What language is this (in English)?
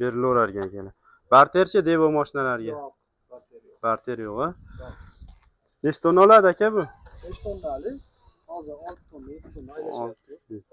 Uzbek